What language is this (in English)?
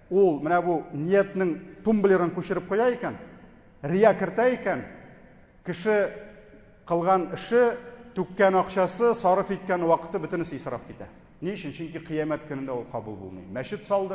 Tatar